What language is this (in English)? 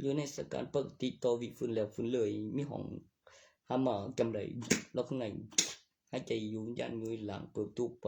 Northeastern Thai